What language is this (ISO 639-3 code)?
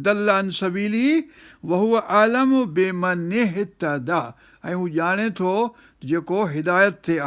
snd